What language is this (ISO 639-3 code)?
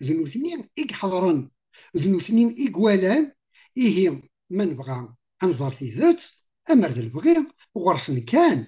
kab